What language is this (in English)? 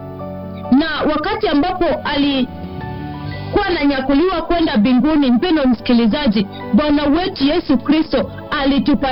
Swahili